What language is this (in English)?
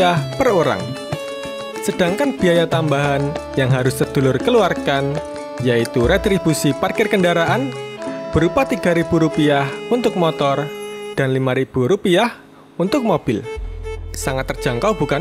Indonesian